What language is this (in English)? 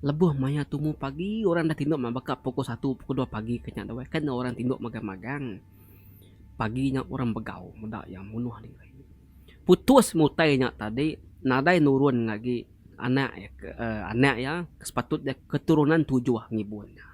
Iban